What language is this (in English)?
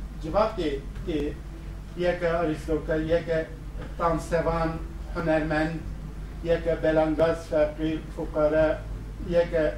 Kurdish